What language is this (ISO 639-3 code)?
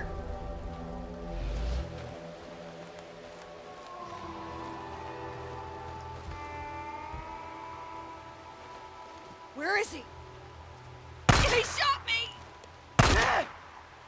eng